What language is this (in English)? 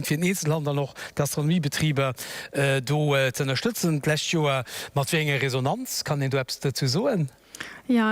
Luxembourgish